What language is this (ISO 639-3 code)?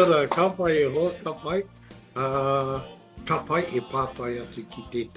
mri